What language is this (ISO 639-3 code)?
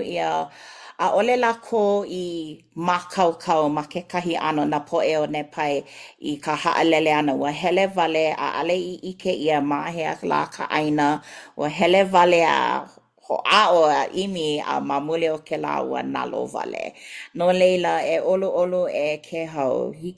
haw